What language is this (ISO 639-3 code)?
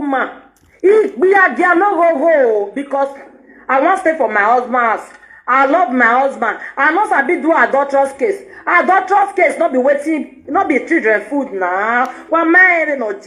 pcm